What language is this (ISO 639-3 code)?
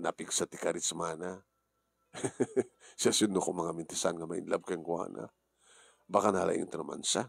ilo